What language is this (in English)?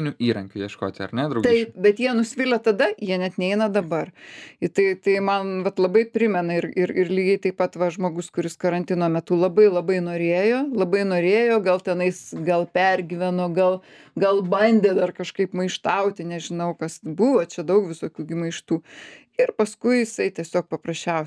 Lithuanian